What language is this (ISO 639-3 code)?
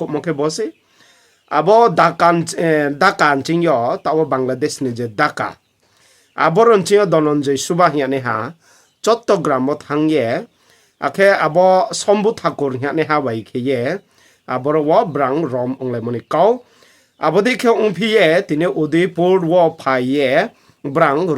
ria